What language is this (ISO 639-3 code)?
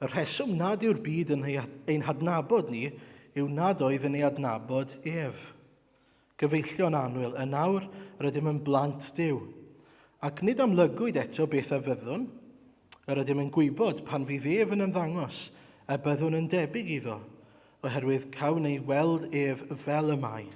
cym